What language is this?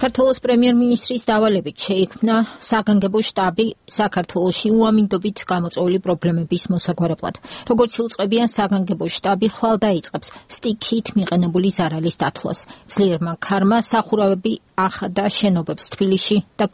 Georgian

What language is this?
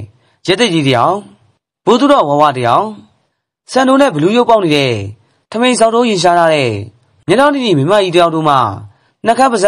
Burmese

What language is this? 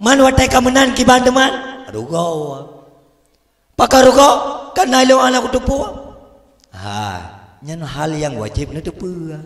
Achinese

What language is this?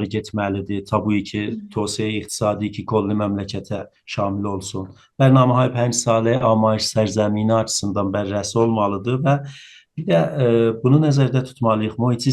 South Azerbaijani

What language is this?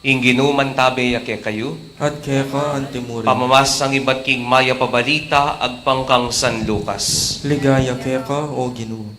Pampanga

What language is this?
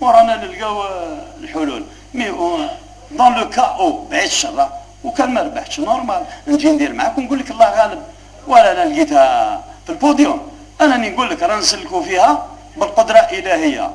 Algerian Arabic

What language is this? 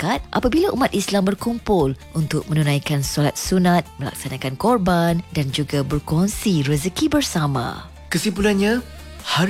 Malay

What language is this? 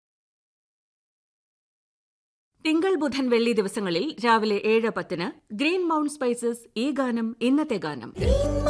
Malayalam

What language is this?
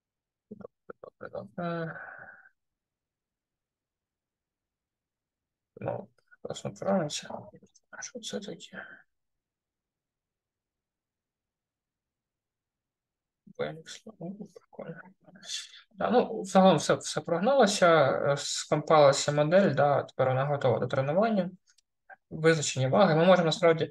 Ukrainian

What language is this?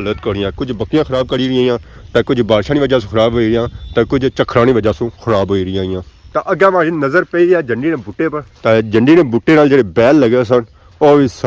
Pahari-Potwari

